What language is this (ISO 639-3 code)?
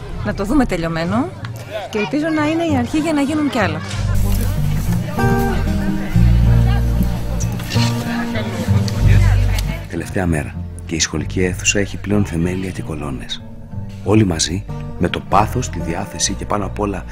ell